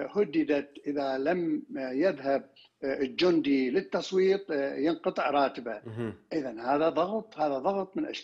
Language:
Mesopotamian Arabic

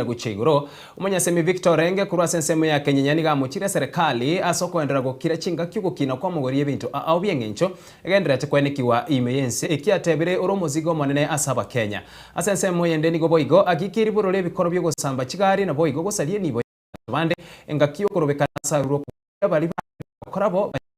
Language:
Gusii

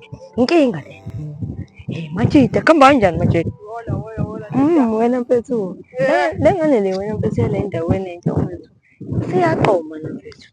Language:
Zulu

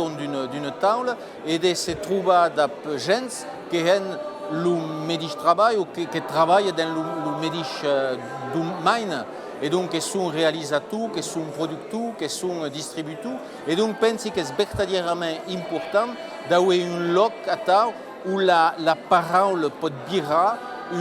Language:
Occitan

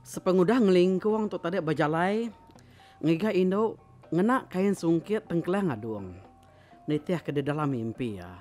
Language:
Iban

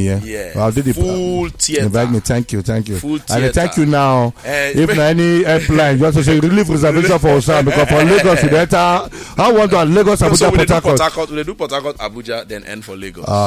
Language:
Nigerian Pidgin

